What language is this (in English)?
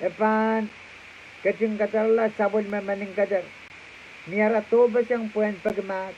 Pohnpeian